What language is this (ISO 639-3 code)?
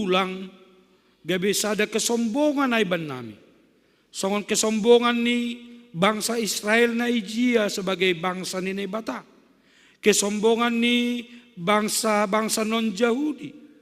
bts